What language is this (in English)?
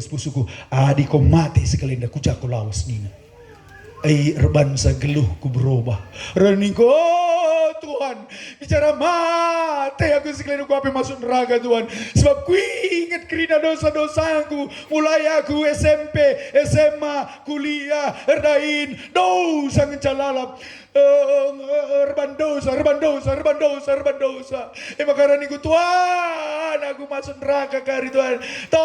Batak Karo